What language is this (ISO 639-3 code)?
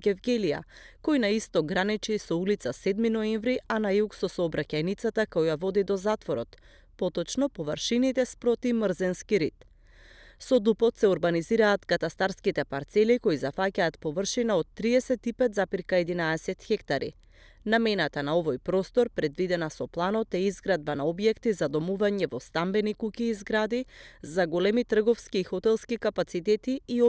mkd